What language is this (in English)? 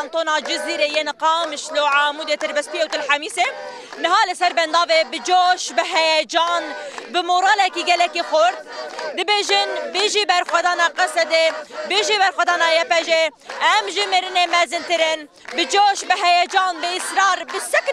Kurdish